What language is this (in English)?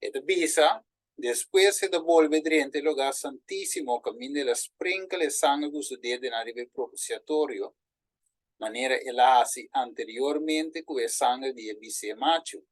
Papiamento